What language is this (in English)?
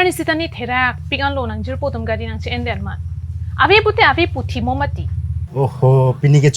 Karbi